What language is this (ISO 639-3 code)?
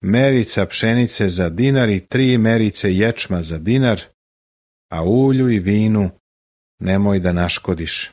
srp